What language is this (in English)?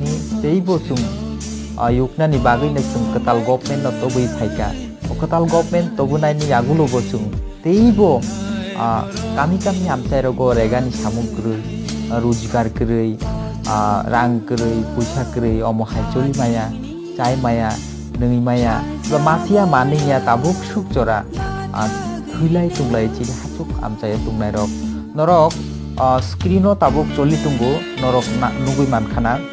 Kok Borok